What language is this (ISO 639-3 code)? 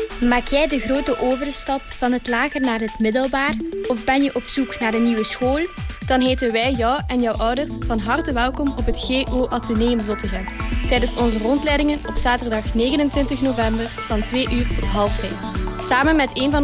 nld